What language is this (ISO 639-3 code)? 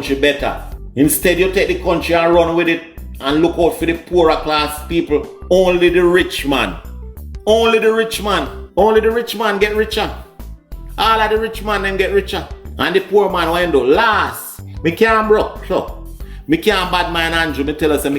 jam